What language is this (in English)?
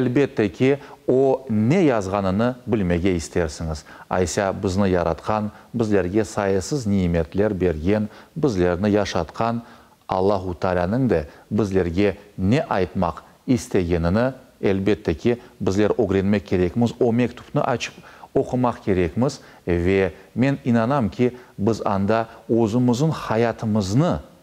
Crimean Tatar